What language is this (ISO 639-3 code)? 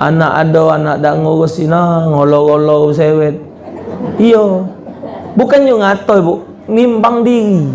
mui